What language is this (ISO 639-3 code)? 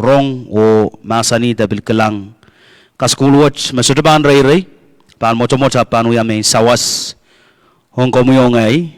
pon